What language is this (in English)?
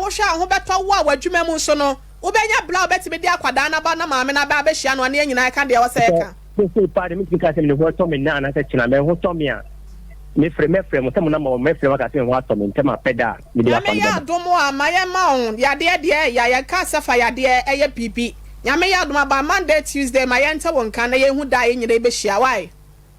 Akan